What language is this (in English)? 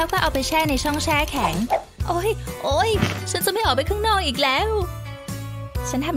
Thai